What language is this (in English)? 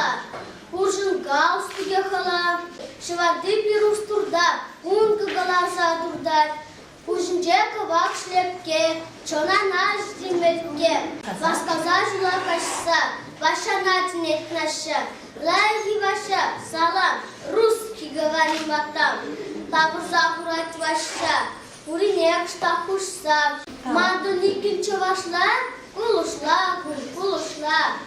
Chuvash